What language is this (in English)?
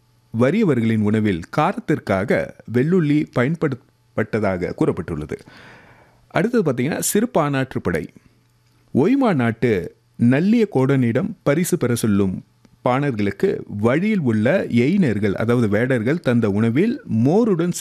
Tamil